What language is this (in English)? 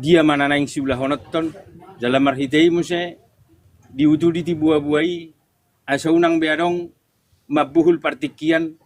Batak Toba